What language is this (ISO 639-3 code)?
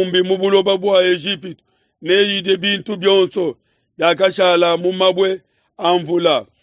lua